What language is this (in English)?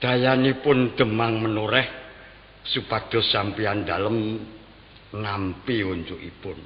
Javanese